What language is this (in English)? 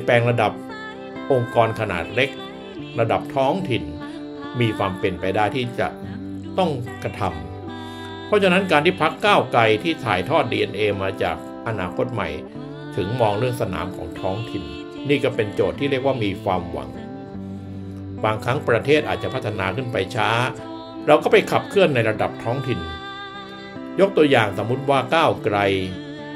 Thai